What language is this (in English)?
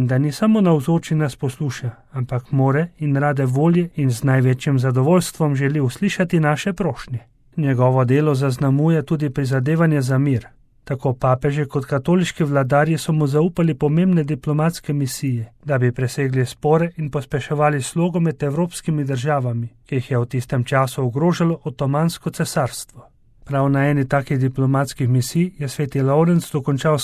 Slovenian